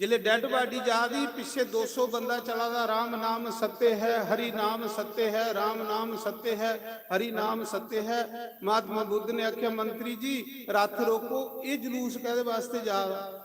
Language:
Dogri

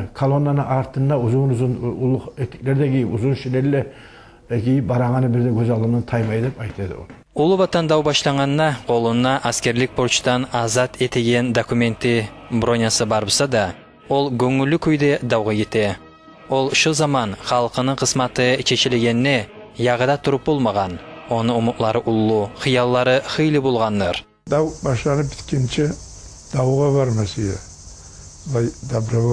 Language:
Kumyk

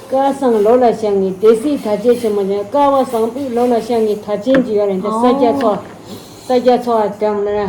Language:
Tibetan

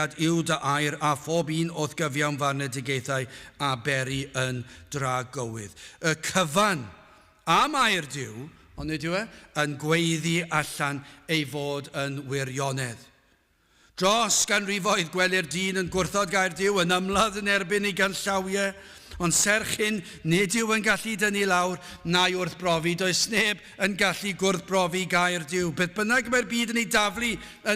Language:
Welsh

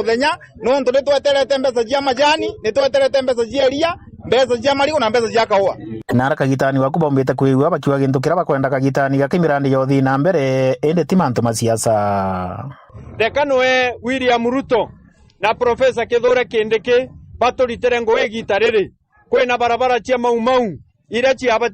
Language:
Meru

